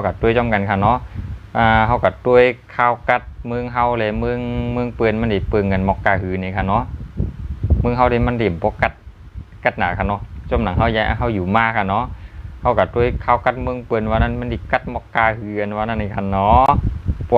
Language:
Shan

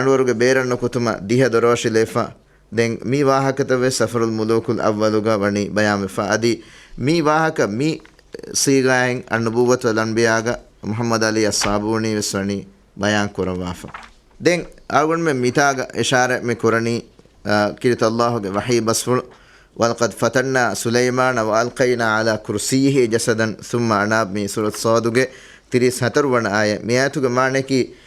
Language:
Divehi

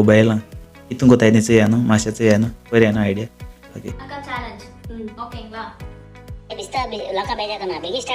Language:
Konkani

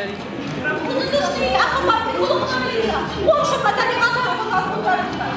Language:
Tabassaran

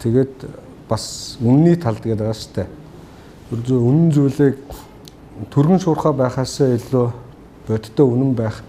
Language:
Mongolian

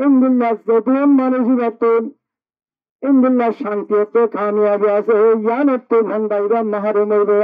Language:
Rohingya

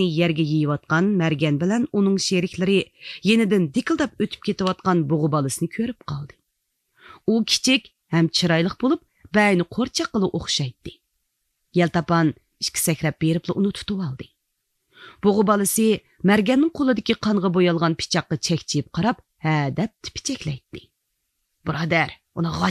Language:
Uyghur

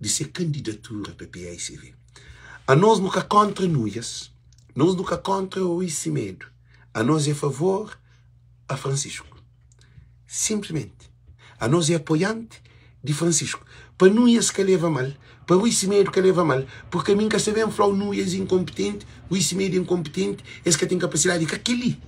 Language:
Kabuverdianu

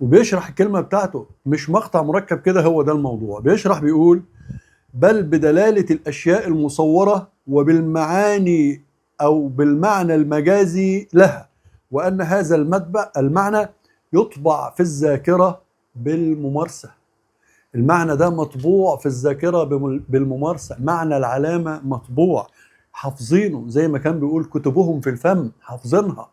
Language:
Egyptian Arabic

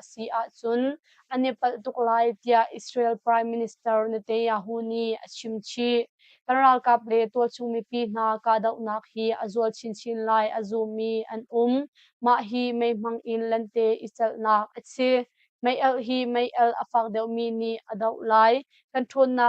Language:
Hakha Chin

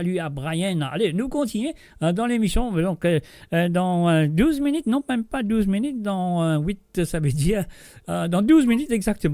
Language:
Morisyen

